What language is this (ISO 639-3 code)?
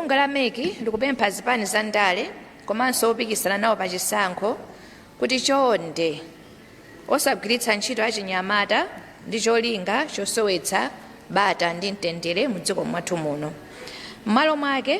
nya